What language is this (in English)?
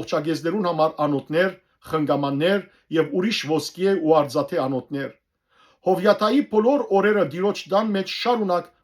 Western Armenian